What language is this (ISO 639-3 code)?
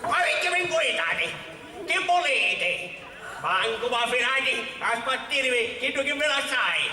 scn